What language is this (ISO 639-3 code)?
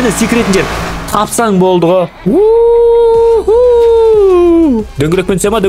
kaz